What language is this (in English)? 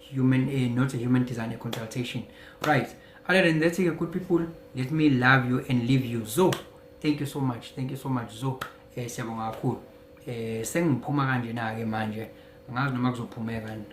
Zulu